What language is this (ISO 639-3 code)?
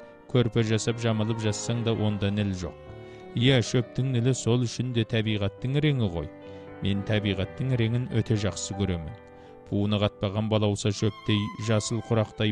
kaz